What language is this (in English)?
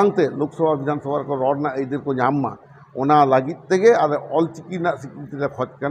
Santali